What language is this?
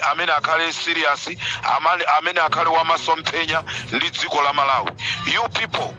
Nyanja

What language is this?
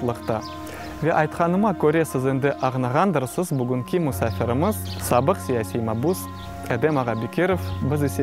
Crimean Tatar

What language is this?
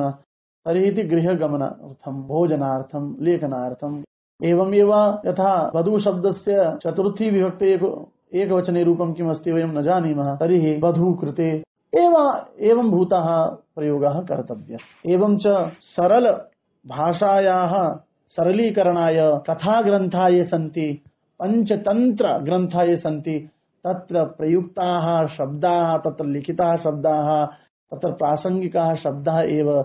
Sanskrit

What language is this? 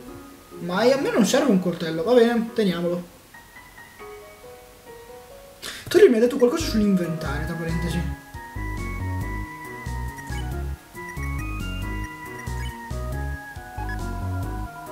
Italian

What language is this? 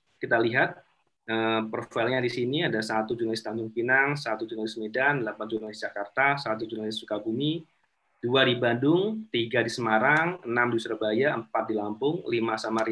Indonesian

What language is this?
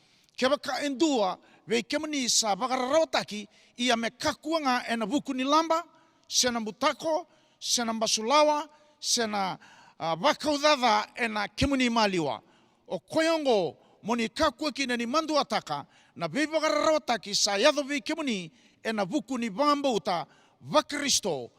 Fijian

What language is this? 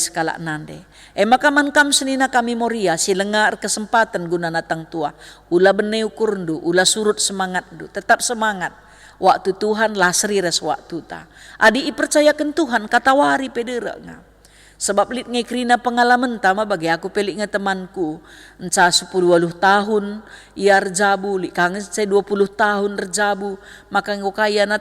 Batak Karo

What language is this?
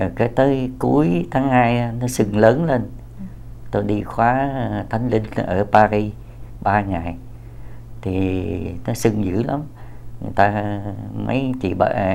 Vietnamese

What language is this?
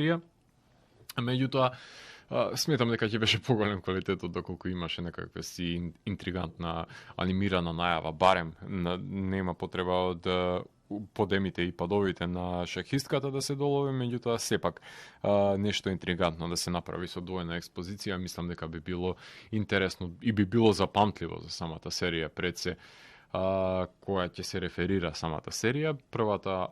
Macedonian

